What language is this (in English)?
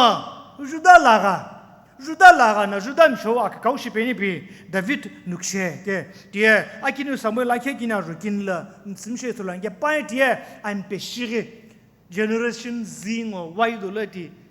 Sumi Naga